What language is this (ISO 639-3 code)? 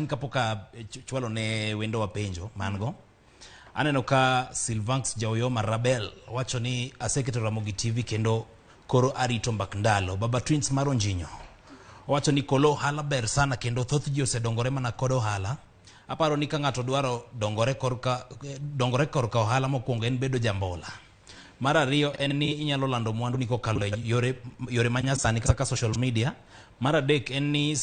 luo